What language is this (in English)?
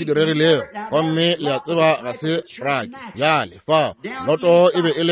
Northern Sotho